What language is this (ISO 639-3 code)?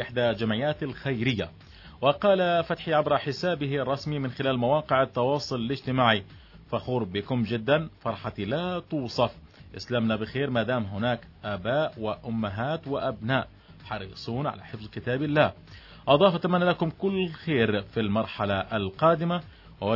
ara